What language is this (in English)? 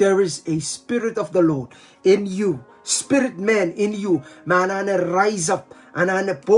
Pohnpeian